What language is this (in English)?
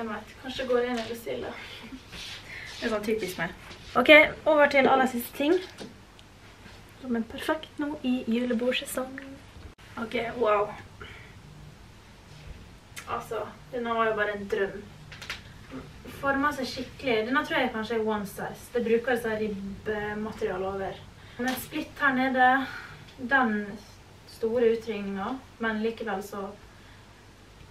Norwegian